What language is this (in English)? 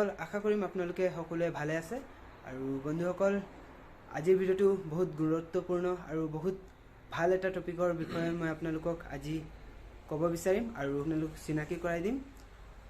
Assamese